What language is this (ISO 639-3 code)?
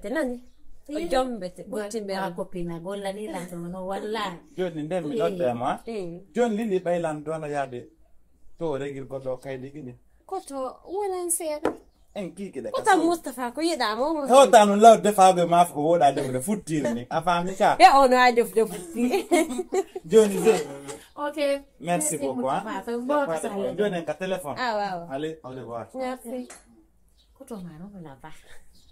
ful